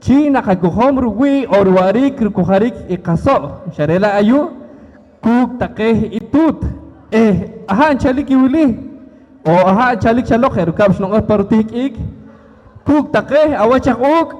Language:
Poqomchi'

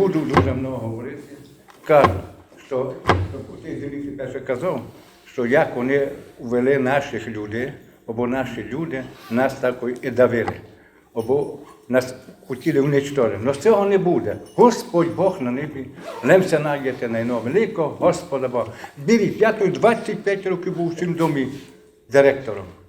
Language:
Rusyn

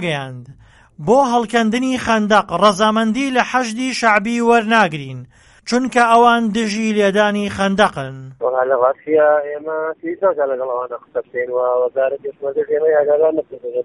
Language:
Central Kurdish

